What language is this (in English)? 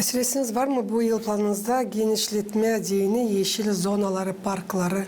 Gagauz